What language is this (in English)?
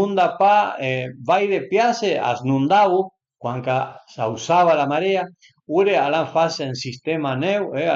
Piedmontese